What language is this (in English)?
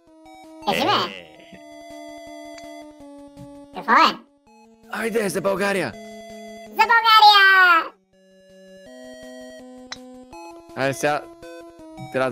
Bulgarian